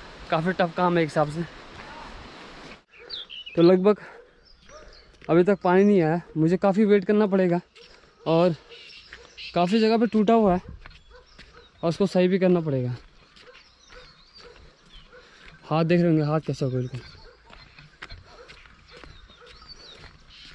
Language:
Hindi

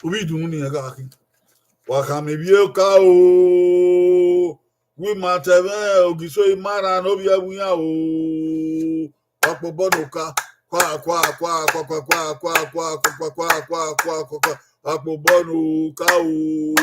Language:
Bini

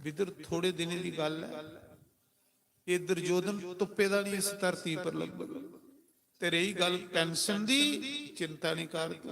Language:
Dogri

